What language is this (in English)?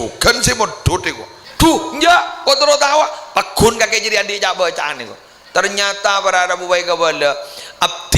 Madurese